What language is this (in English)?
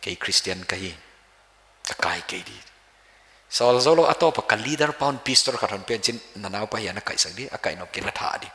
Paite Chin